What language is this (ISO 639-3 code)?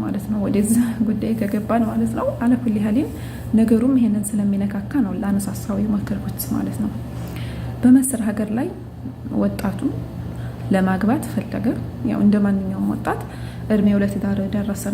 amh